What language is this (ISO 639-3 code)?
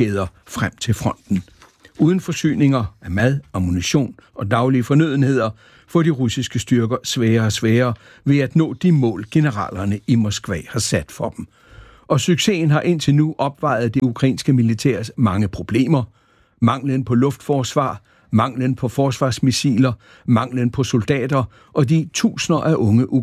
dan